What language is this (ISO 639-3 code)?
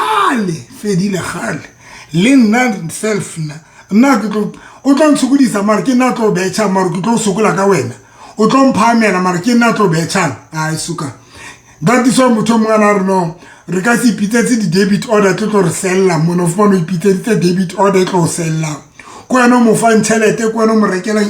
sot